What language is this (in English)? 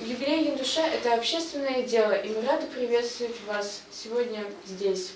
Chuvash